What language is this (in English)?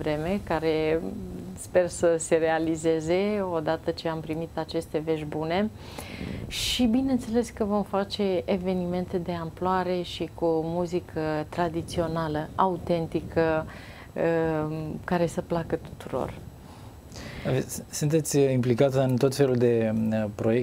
Romanian